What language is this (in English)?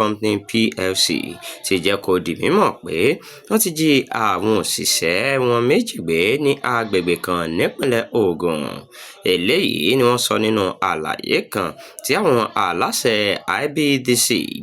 Yoruba